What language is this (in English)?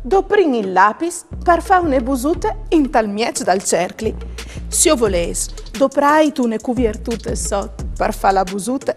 Friulian